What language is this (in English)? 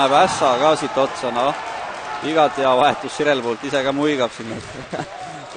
Estonian